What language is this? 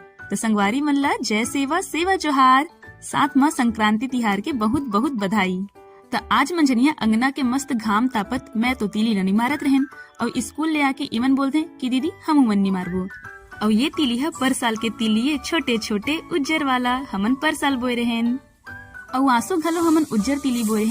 Chhattisgarhi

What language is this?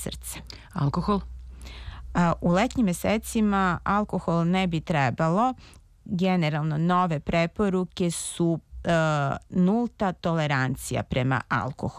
Serbian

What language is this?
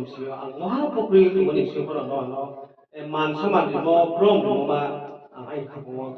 Riang (India)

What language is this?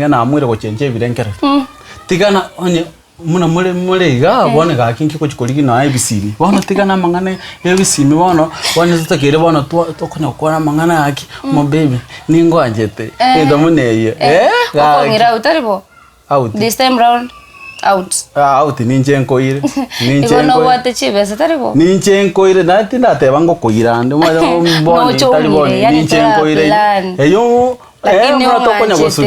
Gusii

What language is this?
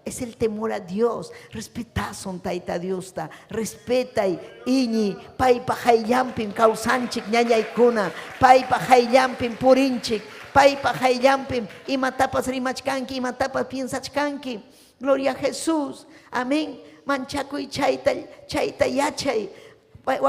Ayacucho Quechua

